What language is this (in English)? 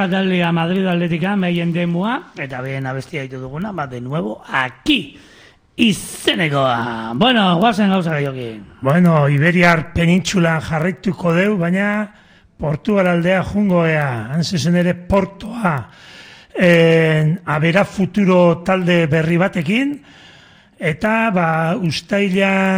Basque